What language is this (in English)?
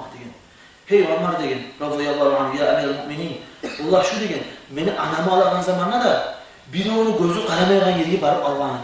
Kumyk